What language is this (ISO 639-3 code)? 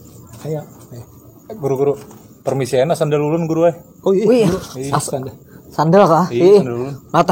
bjn